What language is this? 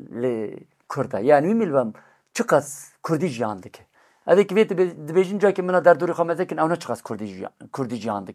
Kurdish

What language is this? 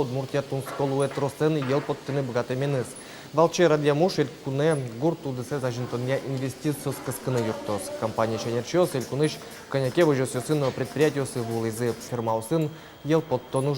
Udmurt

